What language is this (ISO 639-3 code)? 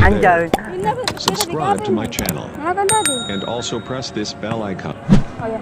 abs